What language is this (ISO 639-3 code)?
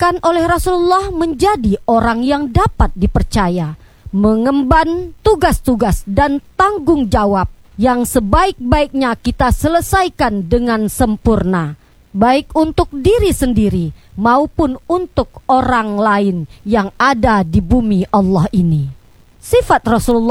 ind